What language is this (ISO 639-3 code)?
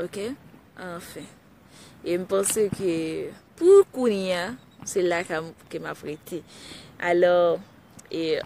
hat